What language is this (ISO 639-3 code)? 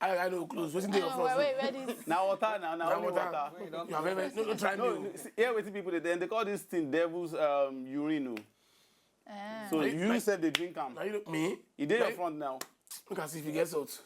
pcm